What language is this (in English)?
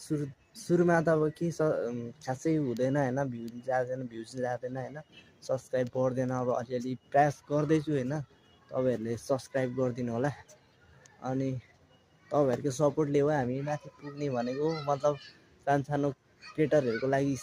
Nepali